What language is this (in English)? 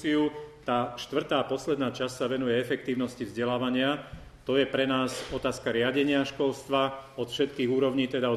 Slovak